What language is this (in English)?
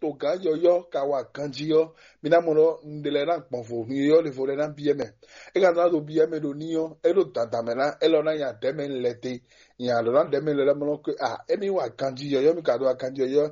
Fon